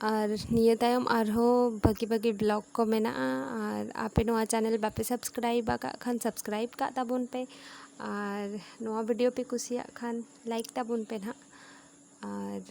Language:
Santali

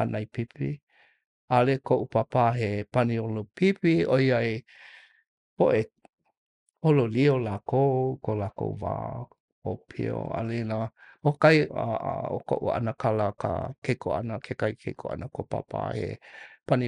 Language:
Hawaiian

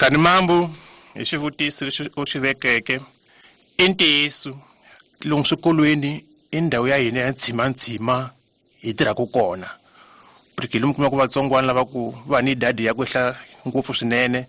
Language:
Tsonga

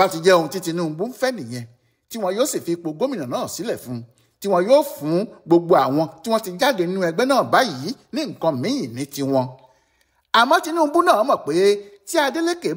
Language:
Yoruba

